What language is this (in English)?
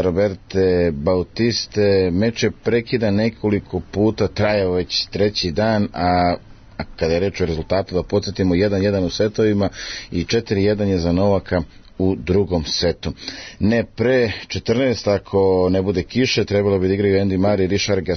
Serbian